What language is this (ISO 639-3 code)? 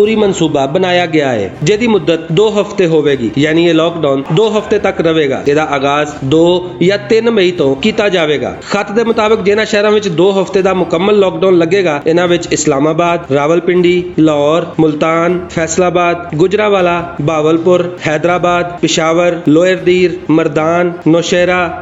lah